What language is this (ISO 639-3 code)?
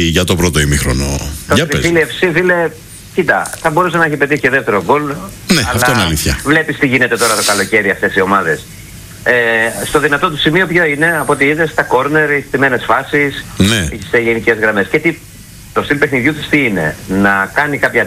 ell